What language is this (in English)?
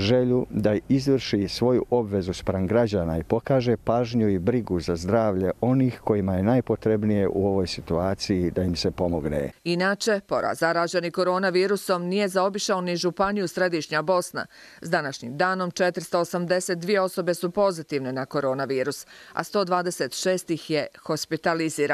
Croatian